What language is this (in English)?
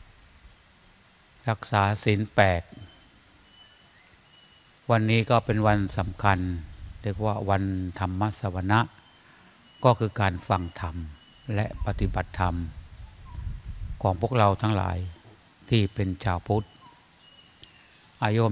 Thai